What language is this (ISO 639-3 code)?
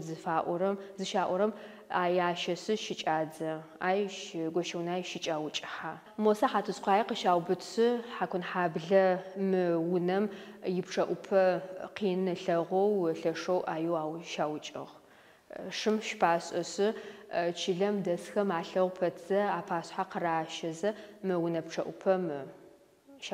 ady